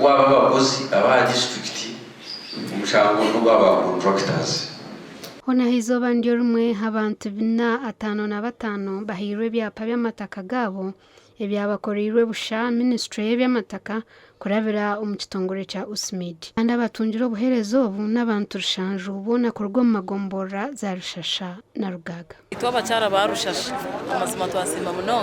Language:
Nyankole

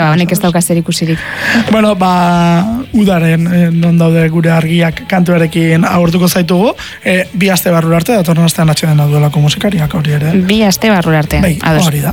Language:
Basque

